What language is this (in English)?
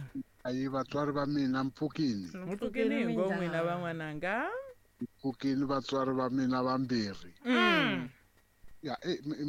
Tsonga